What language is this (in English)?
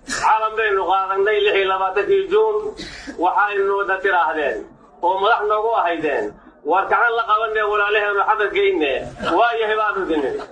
Somali